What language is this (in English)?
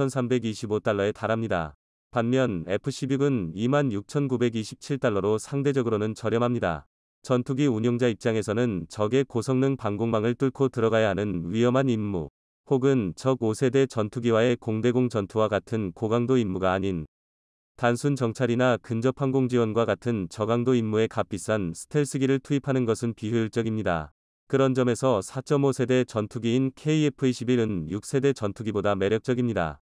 Korean